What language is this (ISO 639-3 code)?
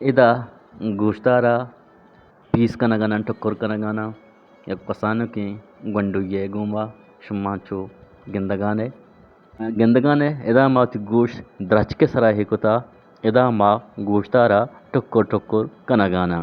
bgp